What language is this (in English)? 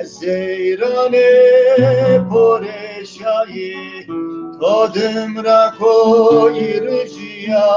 Zaza